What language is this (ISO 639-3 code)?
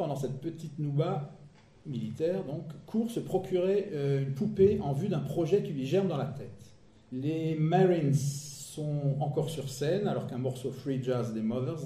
fra